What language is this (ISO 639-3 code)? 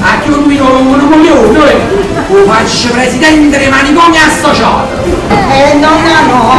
nap